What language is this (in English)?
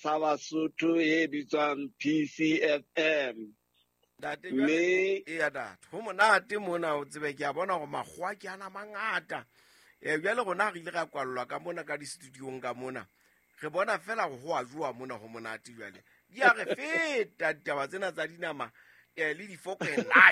Southern Sotho